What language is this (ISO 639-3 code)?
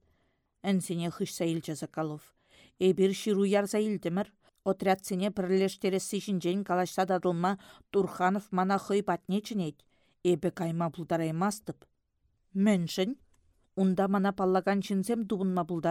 chv